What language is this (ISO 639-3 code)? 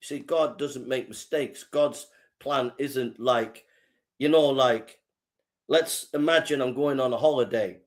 eng